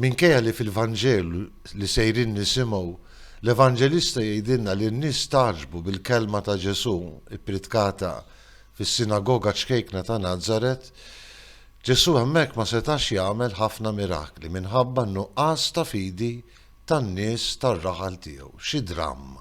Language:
Maltese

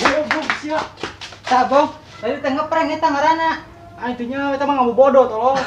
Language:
Sundanese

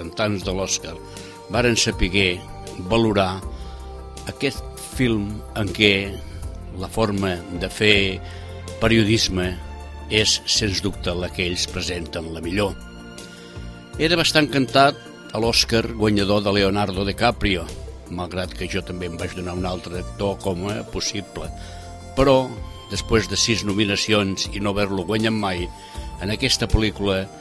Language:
Catalan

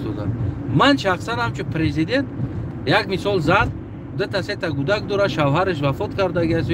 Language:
Tajik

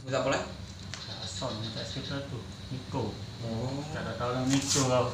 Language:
Musi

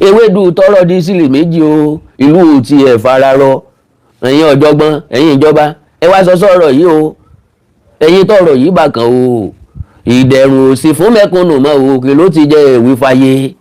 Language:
Yoruba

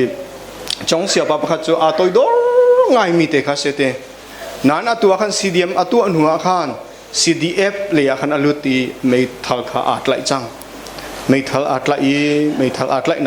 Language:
Hakha Chin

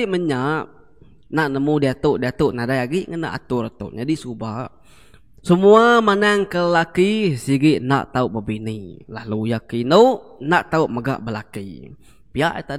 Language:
Iban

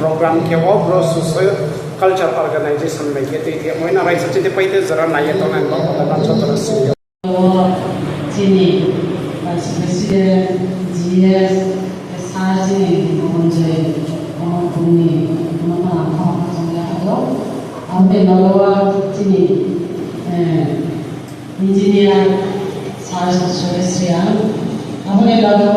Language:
Riang (India)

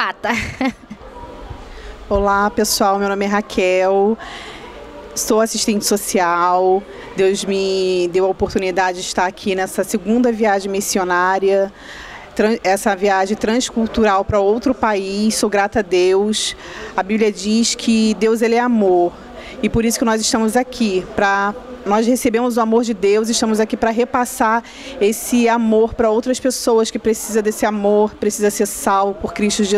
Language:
Portuguese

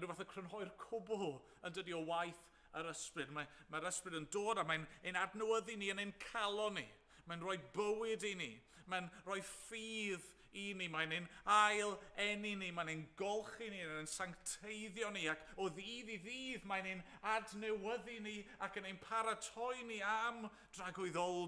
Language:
Welsh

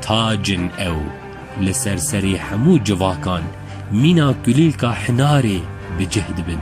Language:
Kurdish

